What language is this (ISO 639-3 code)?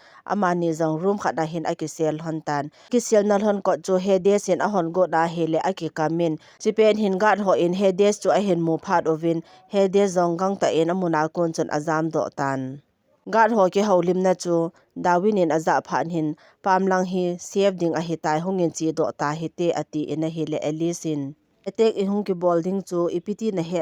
tcz